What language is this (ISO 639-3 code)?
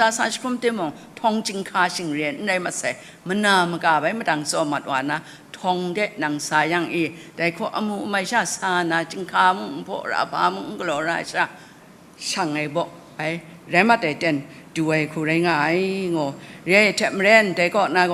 kac